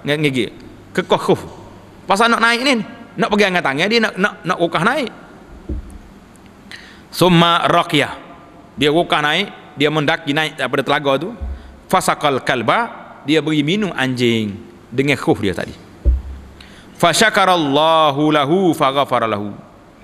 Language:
Malay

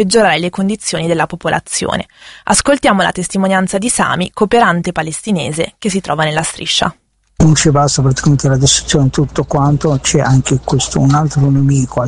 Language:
Italian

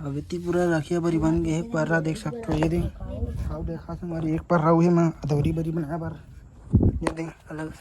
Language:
Chhattisgarhi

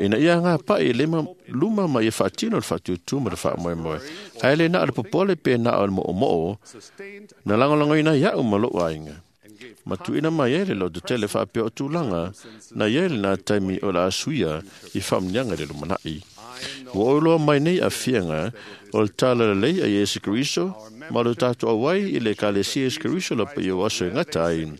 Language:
Samoan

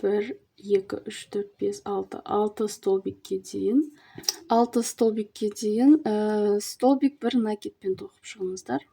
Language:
Kazakh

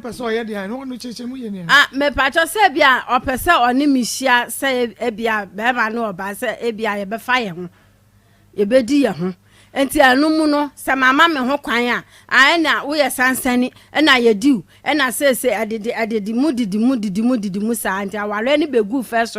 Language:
Akan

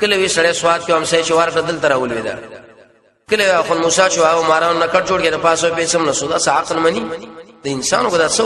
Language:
Pashto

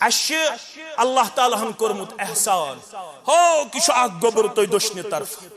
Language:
Kashmiri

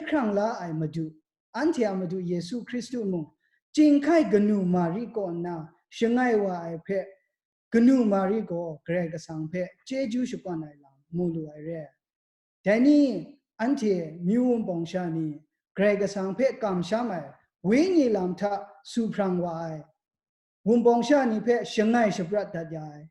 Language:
Kachin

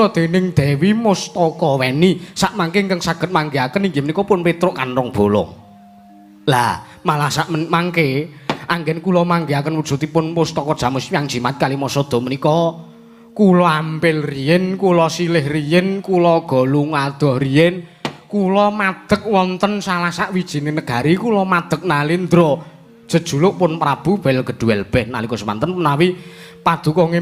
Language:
Javanese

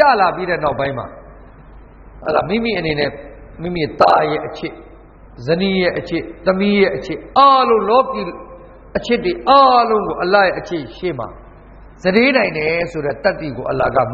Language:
Burmese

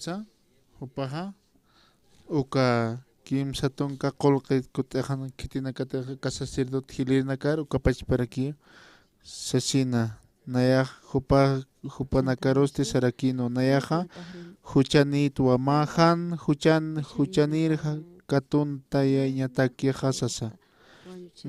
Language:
Aymara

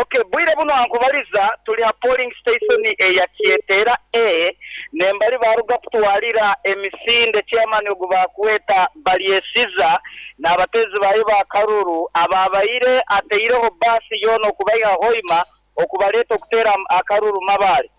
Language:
Nyoro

